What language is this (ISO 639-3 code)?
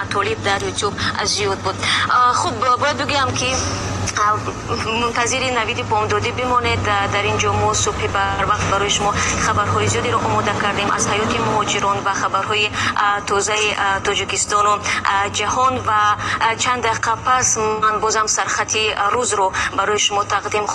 tgk